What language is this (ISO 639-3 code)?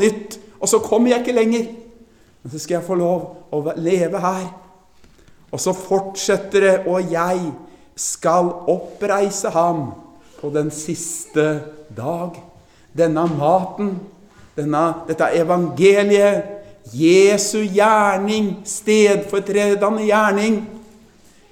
nor